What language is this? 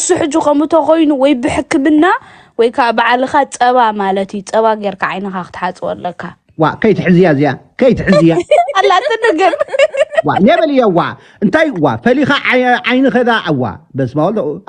Tigrinya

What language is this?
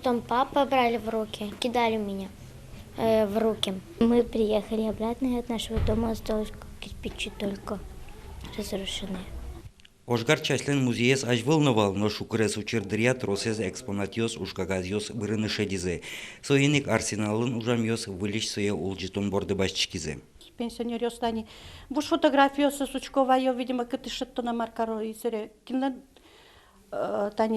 Udmurt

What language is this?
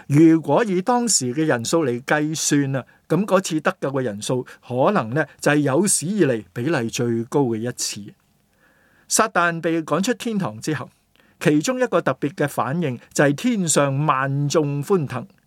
Cantonese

